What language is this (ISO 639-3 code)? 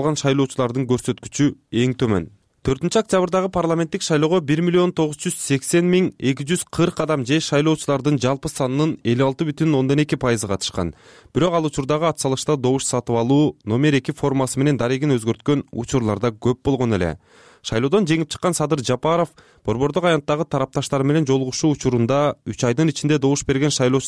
kir